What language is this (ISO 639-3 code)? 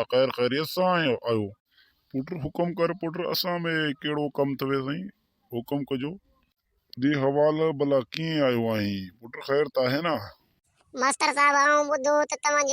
snd